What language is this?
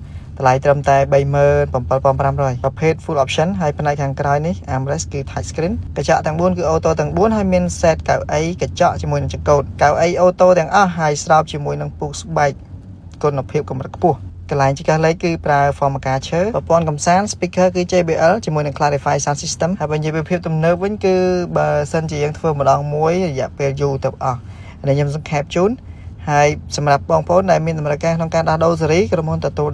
Khmer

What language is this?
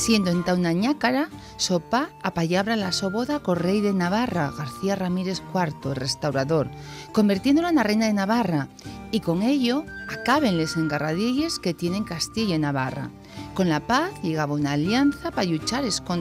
Asturian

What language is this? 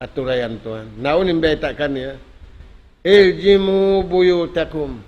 Tausug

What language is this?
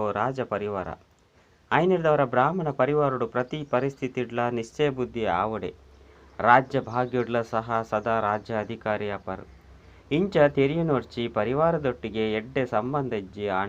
Tulu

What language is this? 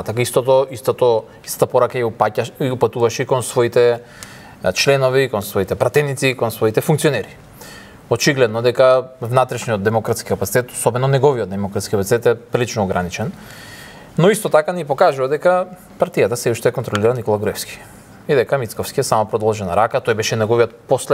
Macedonian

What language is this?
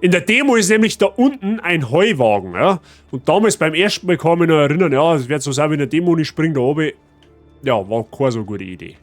Bavarian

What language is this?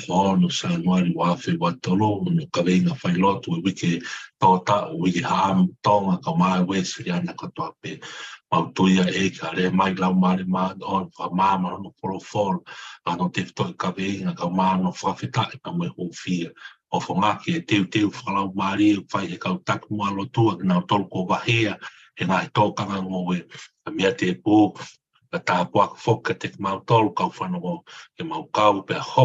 Tongan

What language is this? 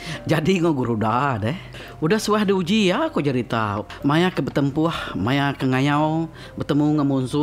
Iban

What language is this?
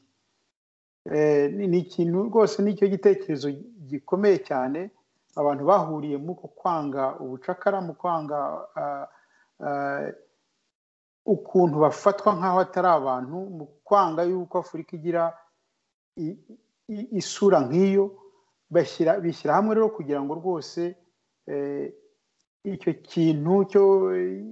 Kinyarwanda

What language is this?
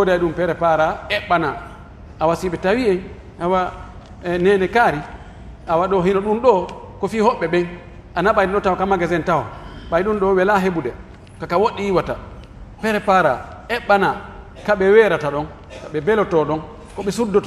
Pular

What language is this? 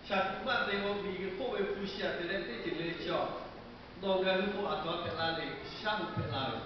Lahu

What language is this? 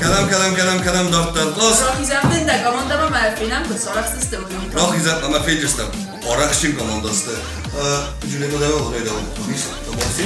Ossetic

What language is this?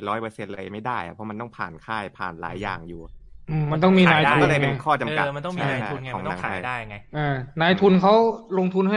Thai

